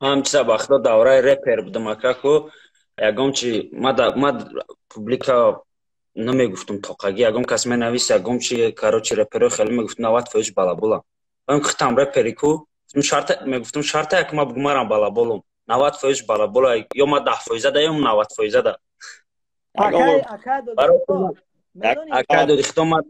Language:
Tajik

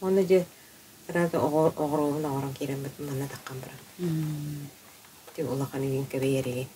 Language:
Yakut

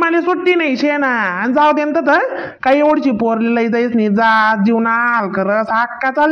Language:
Khandesi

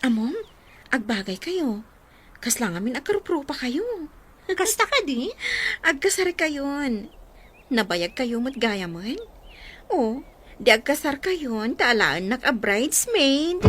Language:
Iloko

